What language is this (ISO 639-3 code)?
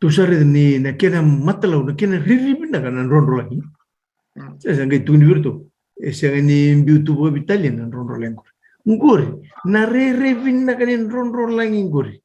fij